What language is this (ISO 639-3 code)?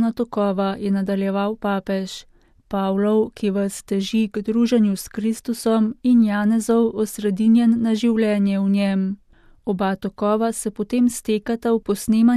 slv